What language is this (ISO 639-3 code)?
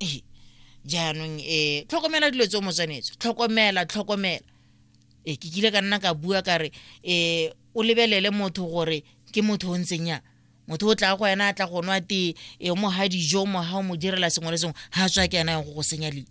tsn